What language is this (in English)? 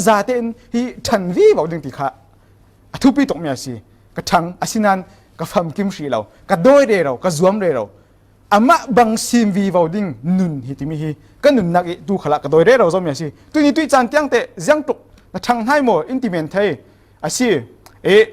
Falam Chin